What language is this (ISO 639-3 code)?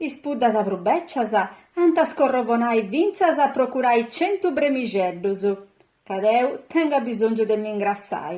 srd